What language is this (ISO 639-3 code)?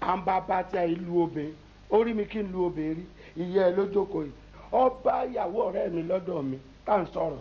yor